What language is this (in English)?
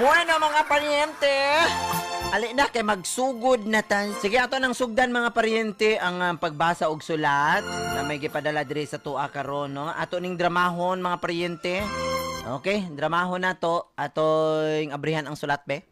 Cebuano